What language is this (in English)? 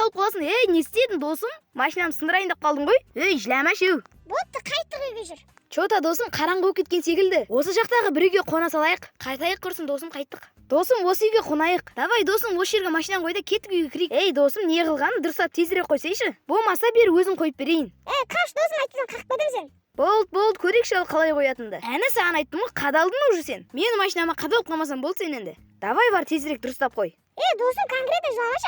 Kazakh